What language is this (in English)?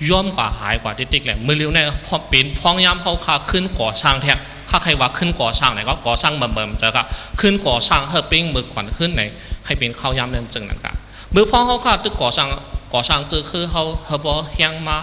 Shan